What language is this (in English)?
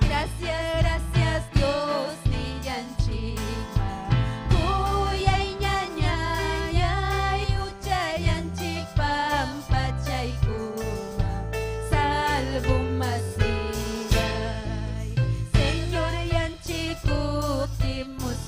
Ayacucho Quechua